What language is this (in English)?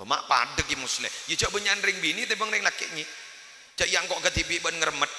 Madurese